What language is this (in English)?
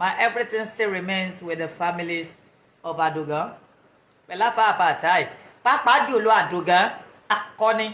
Yoruba